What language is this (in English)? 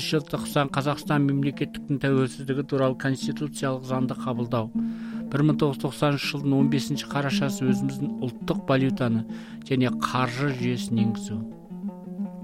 Kazakh